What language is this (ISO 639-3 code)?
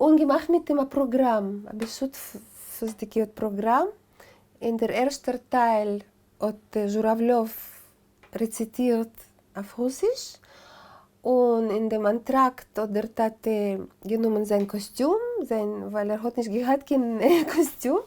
yid